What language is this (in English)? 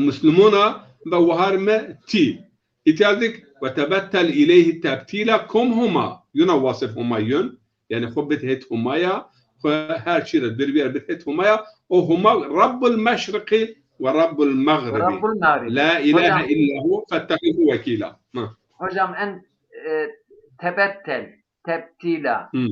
Zaza